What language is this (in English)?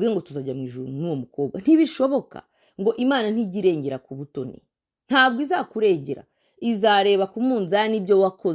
Kinyarwanda